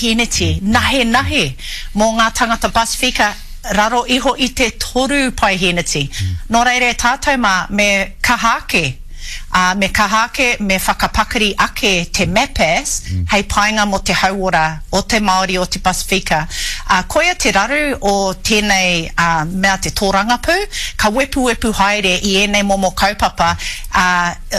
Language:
Māori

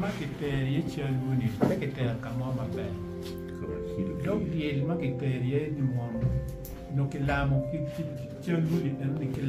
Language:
Acoli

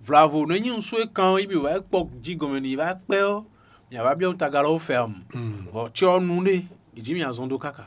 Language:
Fon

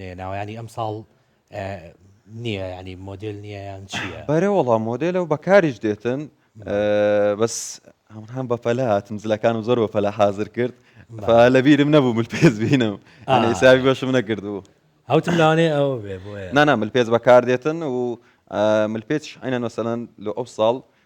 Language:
Central Kurdish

